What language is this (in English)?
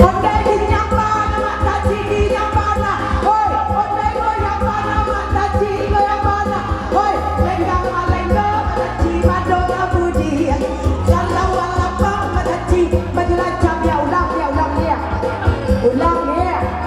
Minangkabau